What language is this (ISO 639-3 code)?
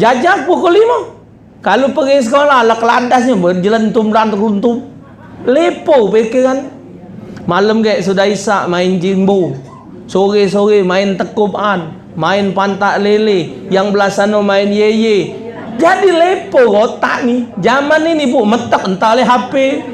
mui